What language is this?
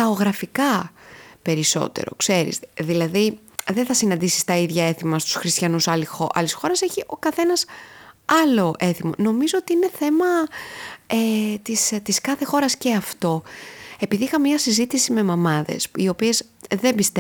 Greek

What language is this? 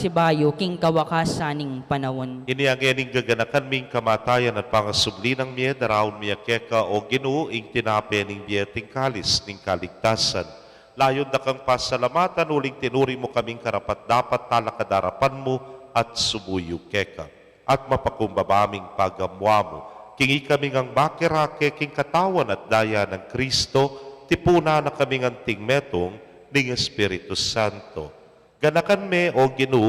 Pampanga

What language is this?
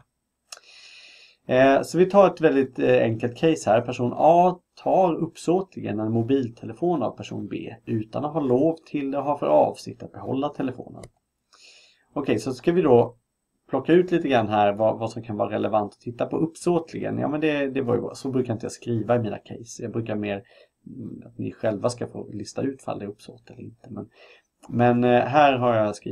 Swedish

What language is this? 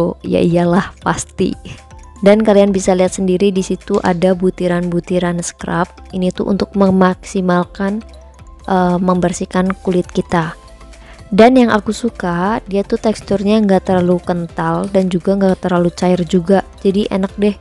Indonesian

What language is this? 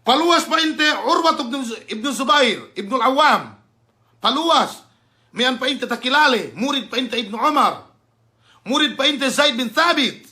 Yakan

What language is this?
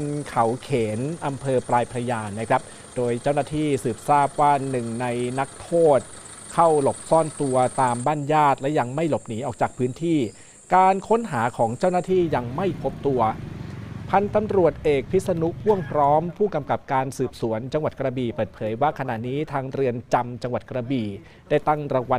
Thai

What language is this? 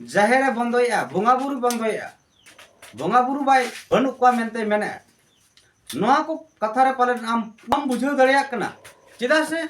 Santali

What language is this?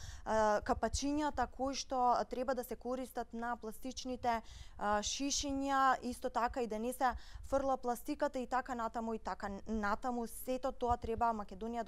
Macedonian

